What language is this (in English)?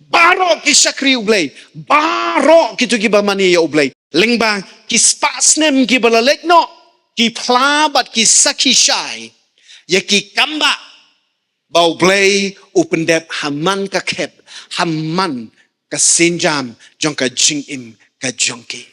Khasi